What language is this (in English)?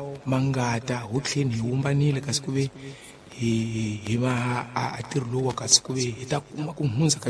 Tsonga